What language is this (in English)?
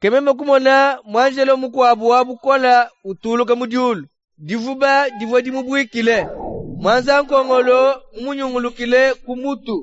Luba-Lulua